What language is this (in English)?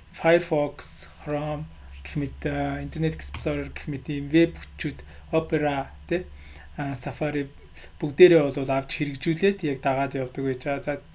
Mongolian